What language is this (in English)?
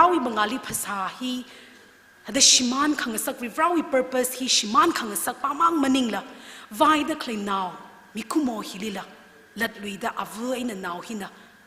Tangkhul Naga (India)